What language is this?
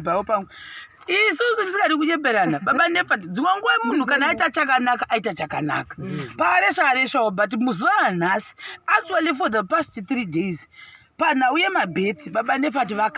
Shona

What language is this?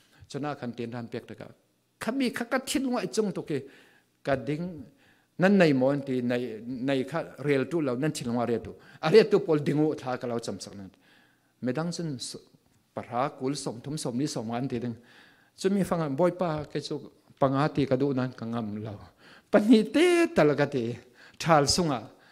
Falam Chin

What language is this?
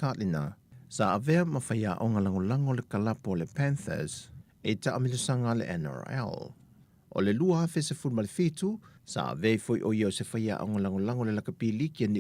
Samoan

